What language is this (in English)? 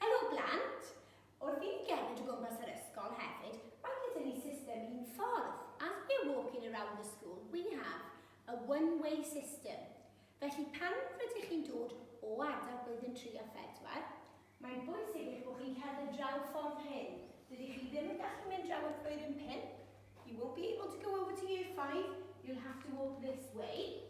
Welsh